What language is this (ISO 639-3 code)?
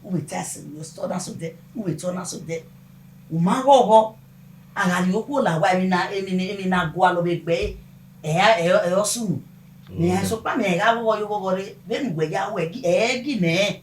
bin